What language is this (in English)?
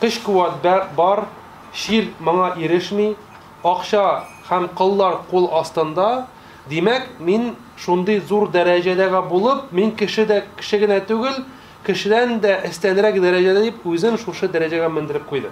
Tatar